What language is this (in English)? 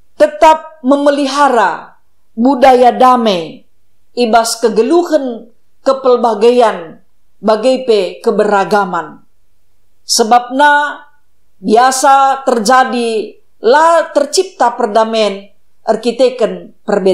Batak Karo